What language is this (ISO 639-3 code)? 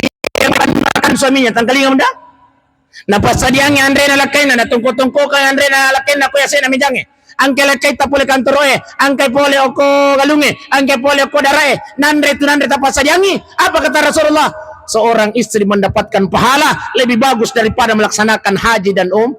bug